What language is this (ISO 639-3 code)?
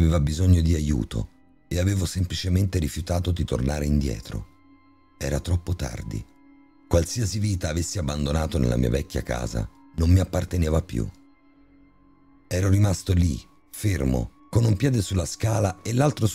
ita